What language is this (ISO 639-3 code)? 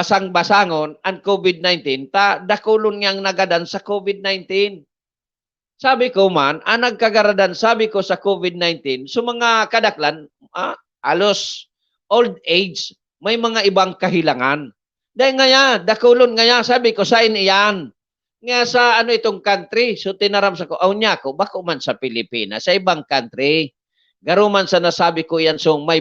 bik